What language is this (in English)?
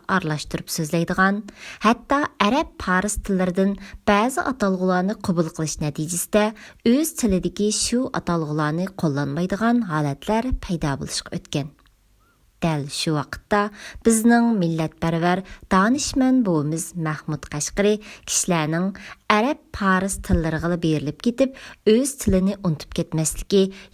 Uyghur